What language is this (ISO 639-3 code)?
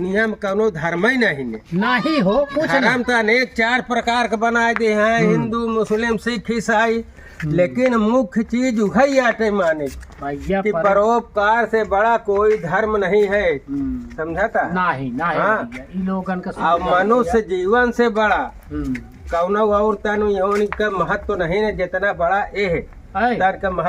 awa